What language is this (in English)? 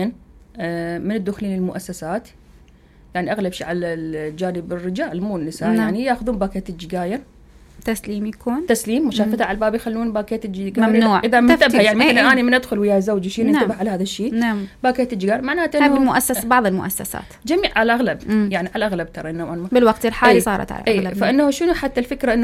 Mesopotamian Arabic